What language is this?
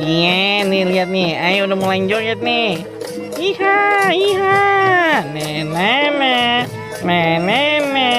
Betawi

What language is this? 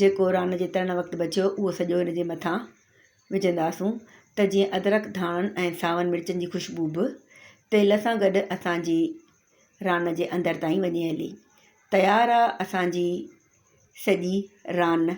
Sindhi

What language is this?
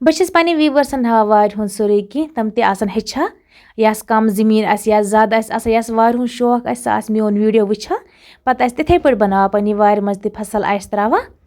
Kashmiri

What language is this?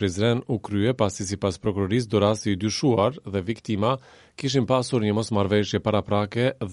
Albanian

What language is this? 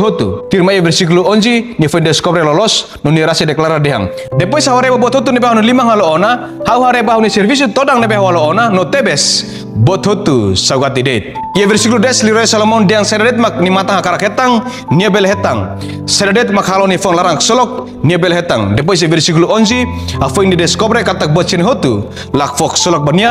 Tetum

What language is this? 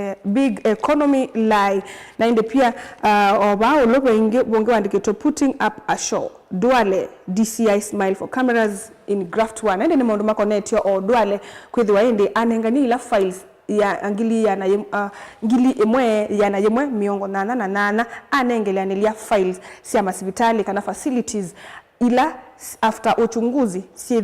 Kamba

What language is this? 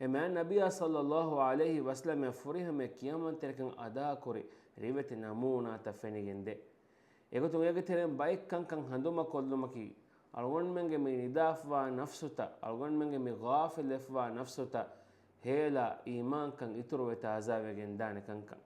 Divehi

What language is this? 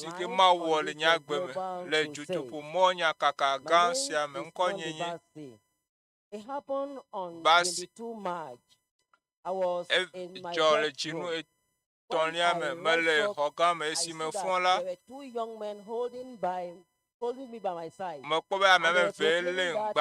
Ewe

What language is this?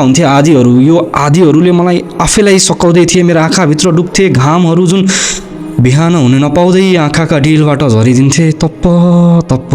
Nepali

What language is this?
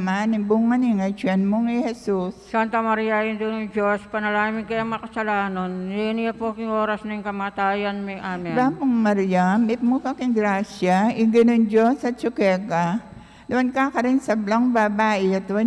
Pampanga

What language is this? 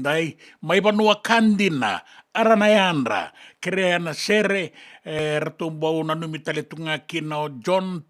Fijian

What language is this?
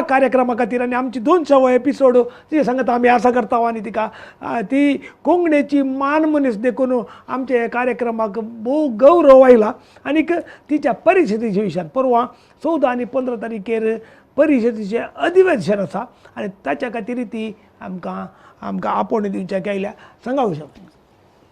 Konkani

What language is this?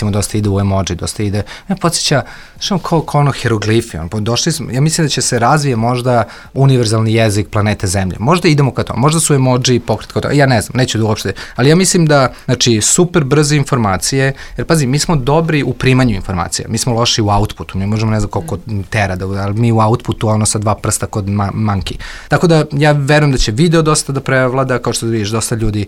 Serbian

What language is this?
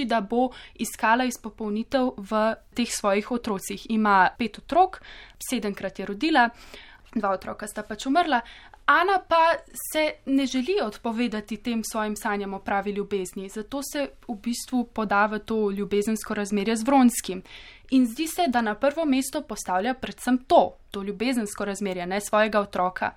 Slovenian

